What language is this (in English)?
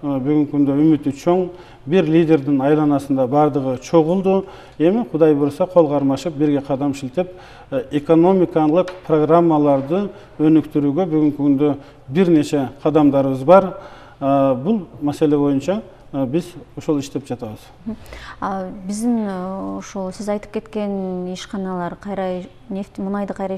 Kyrgyz